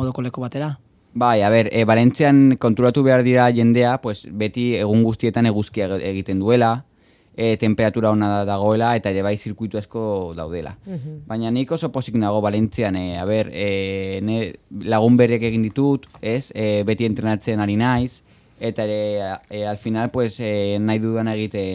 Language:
Basque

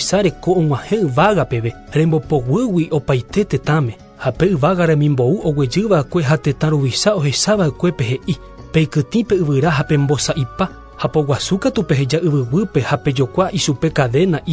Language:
Guarani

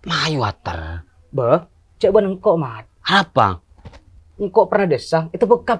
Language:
Madurese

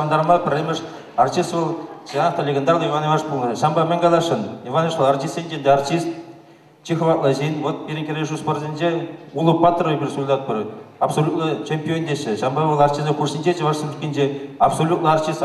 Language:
Chuvash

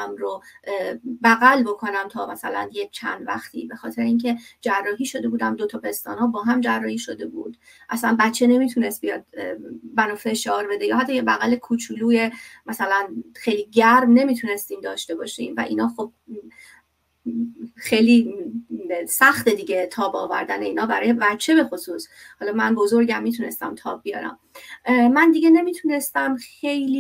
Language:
Persian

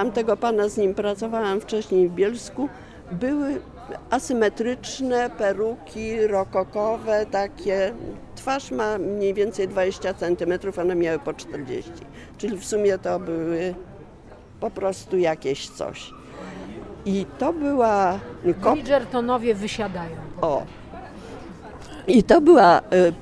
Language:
Polish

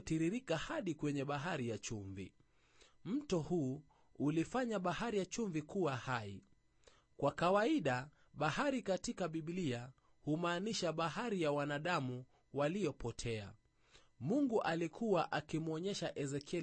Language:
Swahili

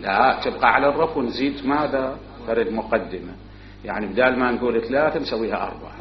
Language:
Mesopotamian Arabic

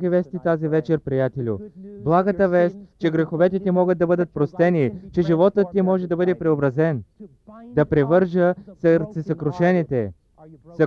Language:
Bulgarian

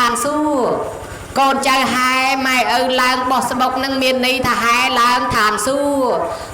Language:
Khmer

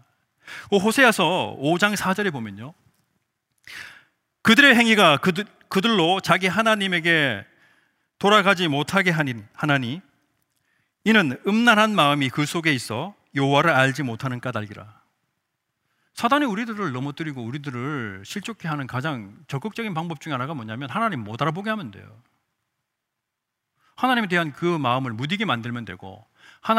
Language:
Korean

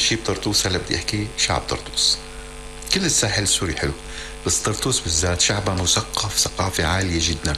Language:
North Levantine Arabic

